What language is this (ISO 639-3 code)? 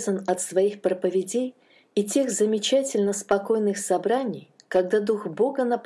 rus